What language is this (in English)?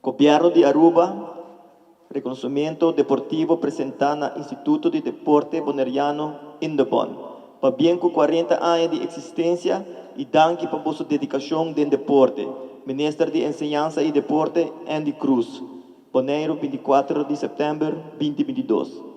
Papiamento